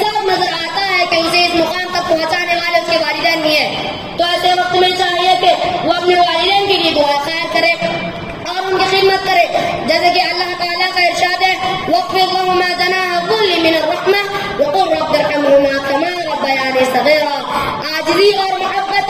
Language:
Urdu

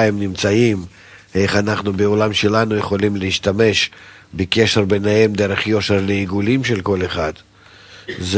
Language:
Hebrew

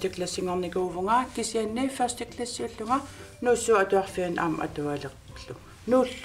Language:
Kalaallisut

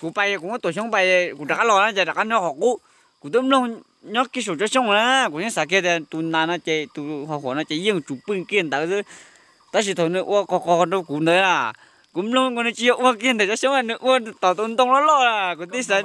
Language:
Hmong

